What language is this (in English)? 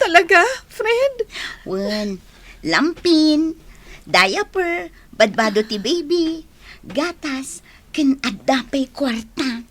Iloko